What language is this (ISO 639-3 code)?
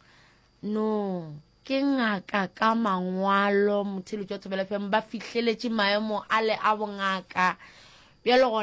nso